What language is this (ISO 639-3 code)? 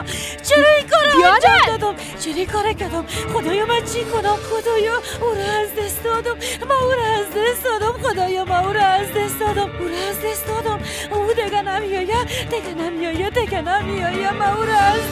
fas